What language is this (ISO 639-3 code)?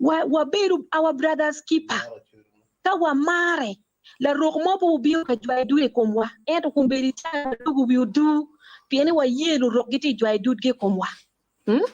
ach